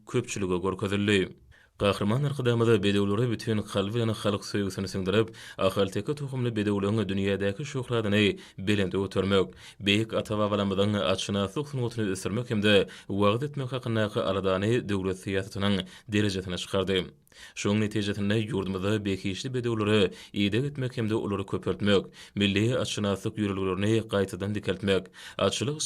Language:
Turkmen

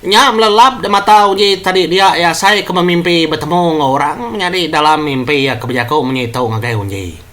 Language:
Iban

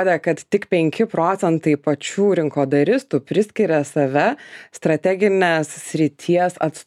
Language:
Lithuanian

